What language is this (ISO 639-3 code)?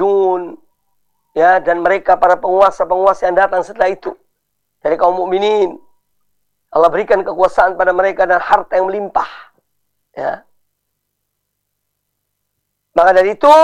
ind